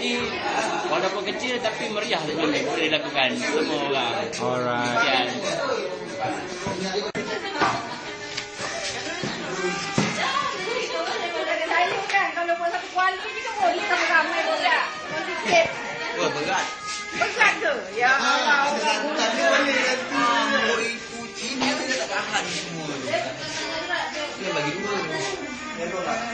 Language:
Malay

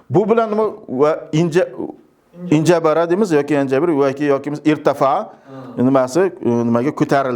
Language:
Uzbek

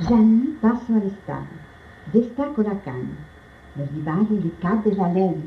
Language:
Occitan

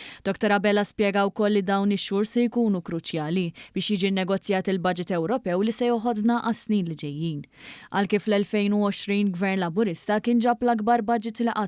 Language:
Maltese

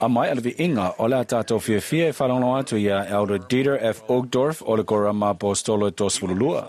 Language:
Samoan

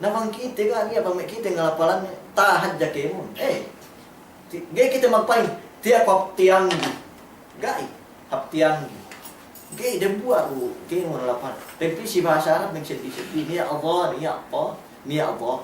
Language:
Yakan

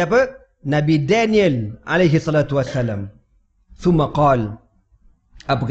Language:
Malay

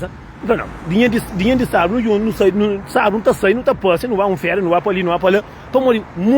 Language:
Kabuverdianu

